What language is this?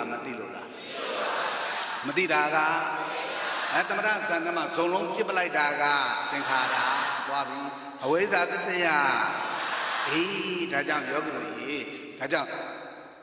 Burmese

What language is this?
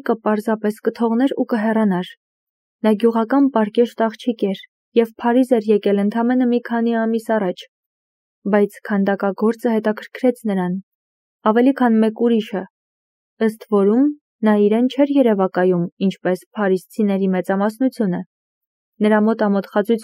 Armenian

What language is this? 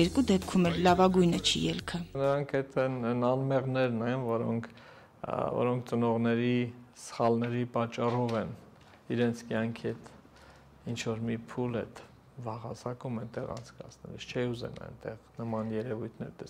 Armenian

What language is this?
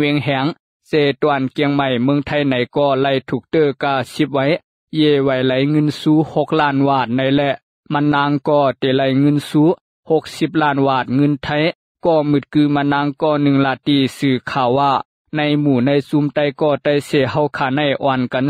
Lao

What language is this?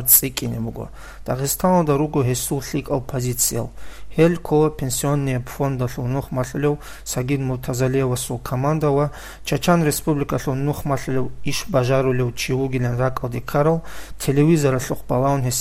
Avaric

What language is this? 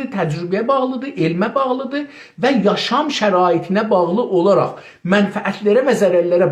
South Azerbaijani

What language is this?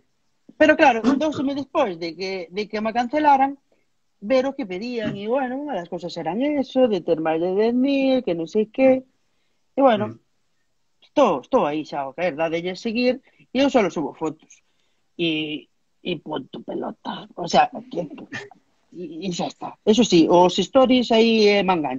Galician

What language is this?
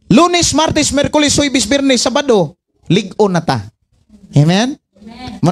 Cebuano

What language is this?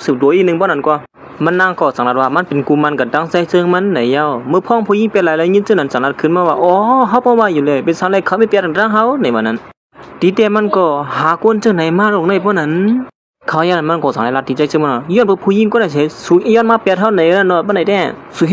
Shan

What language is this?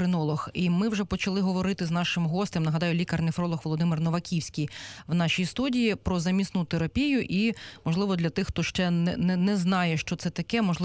Ukrainian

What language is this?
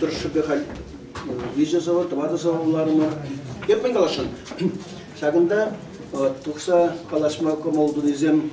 Chuvash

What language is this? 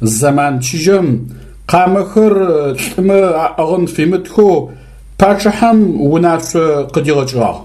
Adyghe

